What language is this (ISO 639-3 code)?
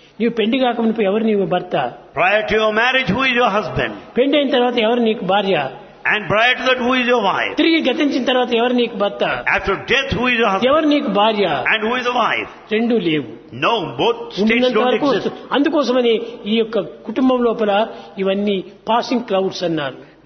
tel